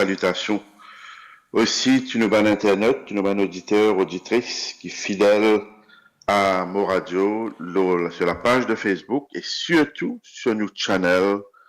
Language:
Morisyen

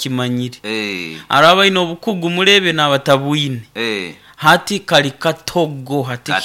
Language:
Nyoro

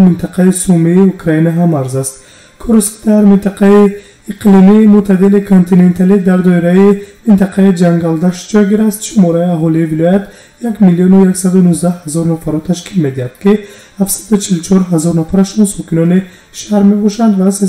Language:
Tajik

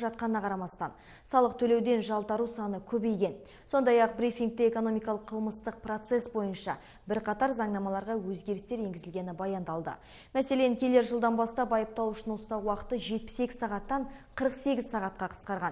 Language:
Kazakh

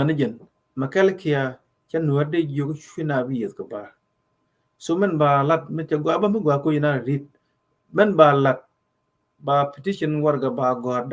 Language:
Nuer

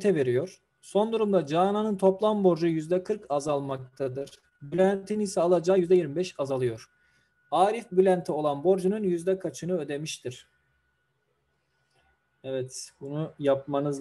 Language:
Turkish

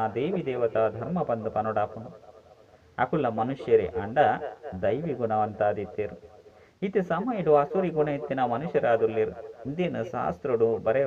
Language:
Tulu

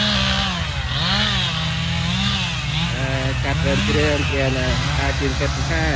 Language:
Central Mnong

